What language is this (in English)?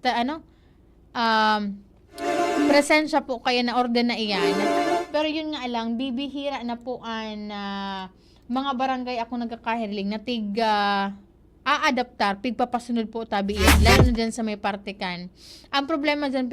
Bikol